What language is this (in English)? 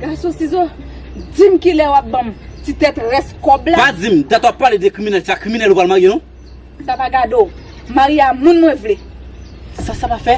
Haitian Creole